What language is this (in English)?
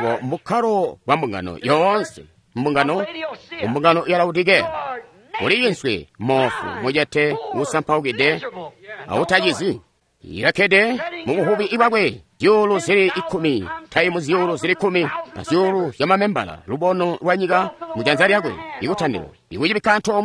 Tonga (Zambia)